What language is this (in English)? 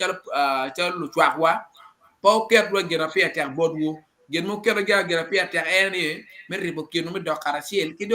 Acoli